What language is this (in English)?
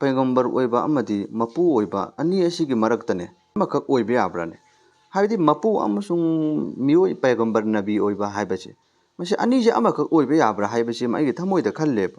Manipuri